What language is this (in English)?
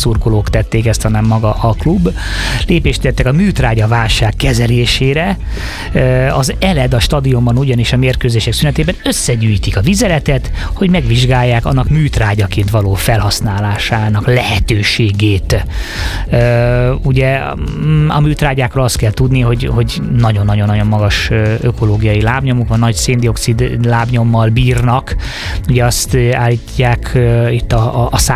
Hungarian